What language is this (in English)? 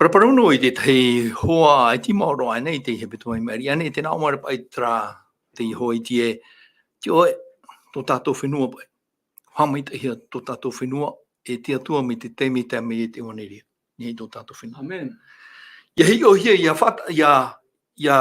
Tahitian